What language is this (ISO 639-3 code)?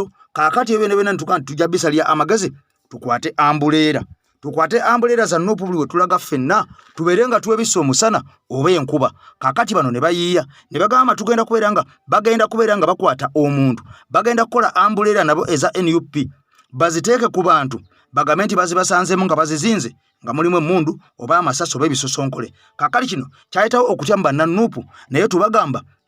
lug